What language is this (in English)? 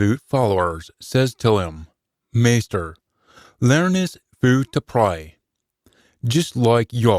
Scots